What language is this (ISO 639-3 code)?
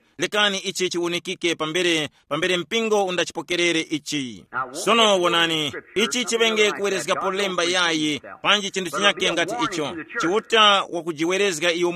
tum